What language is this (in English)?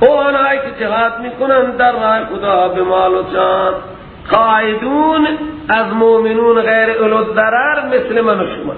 Persian